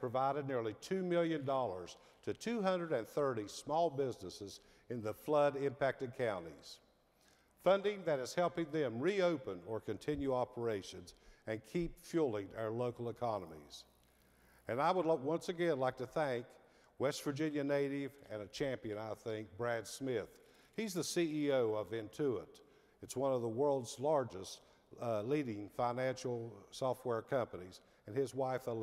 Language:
English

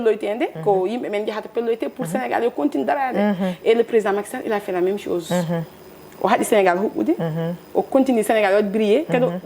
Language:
Fula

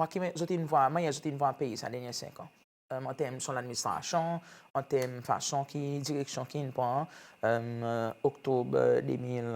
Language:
Seselwa Creole French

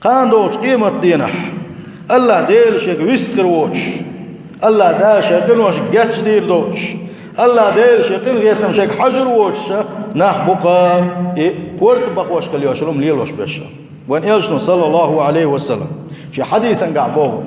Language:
Chechen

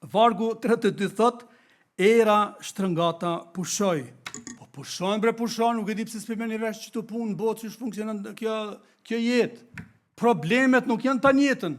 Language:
Albanian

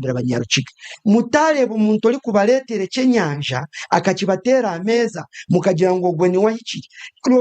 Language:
Nyankole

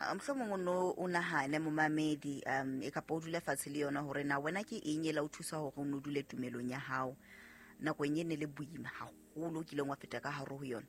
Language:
Southern Sotho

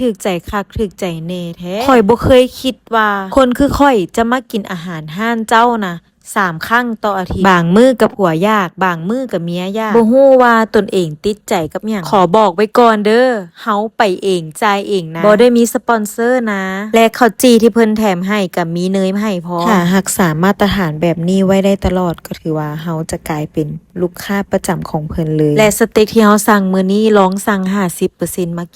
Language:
Lao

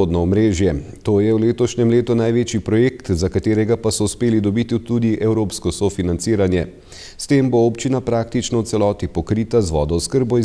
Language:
Slovenian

